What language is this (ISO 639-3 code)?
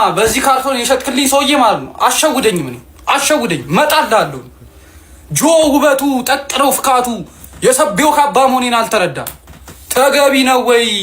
amh